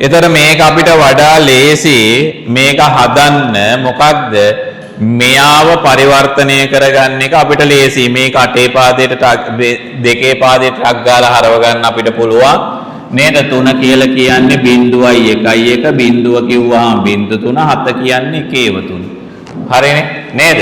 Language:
Sinhala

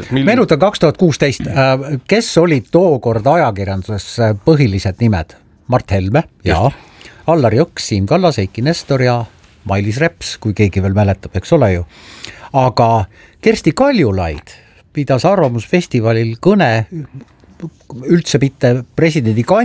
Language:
Estonian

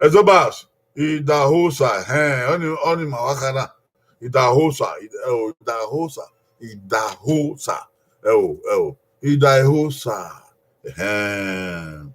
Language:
Bini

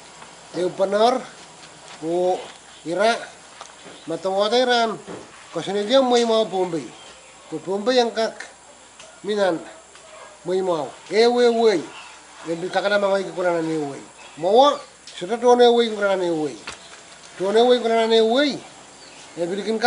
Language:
Pohnpeian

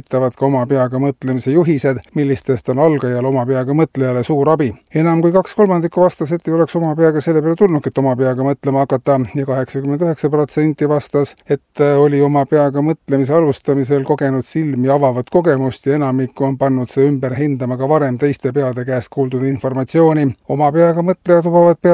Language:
Estonian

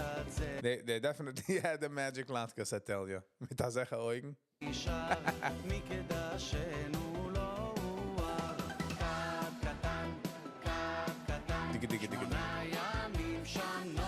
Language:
Yiddish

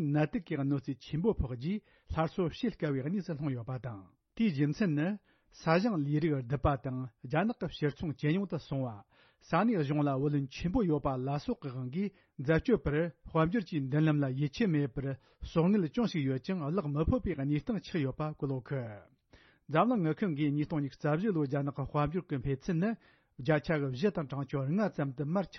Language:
Tibetan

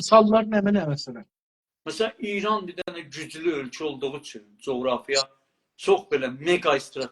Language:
South Azerbaijani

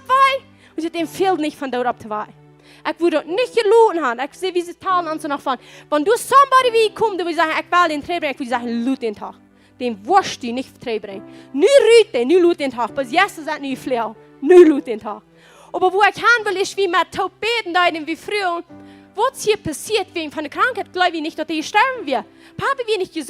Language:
Plautdietsch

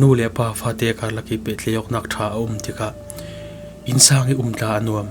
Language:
Falam Chin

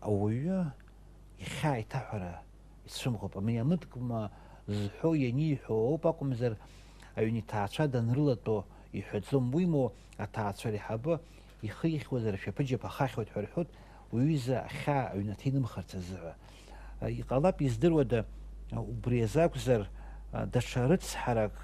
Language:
Abkhazian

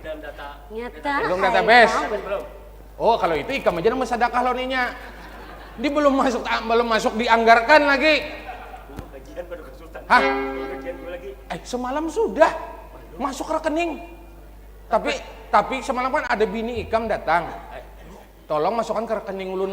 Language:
Banjar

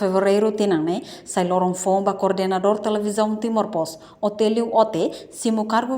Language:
Tetum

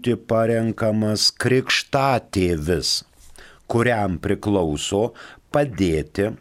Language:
Lithuanian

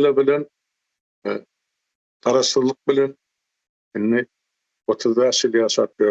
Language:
Turkmen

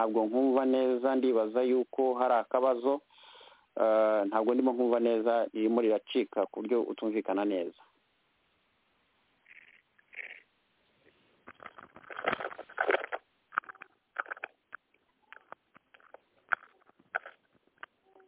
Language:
Kinyarwanda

